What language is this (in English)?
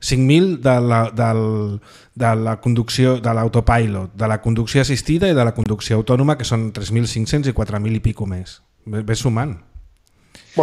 Catalan